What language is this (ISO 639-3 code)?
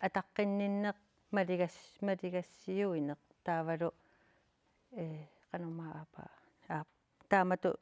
kal